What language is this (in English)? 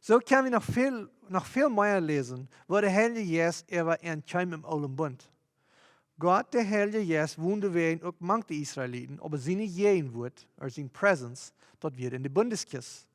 Plautdietsch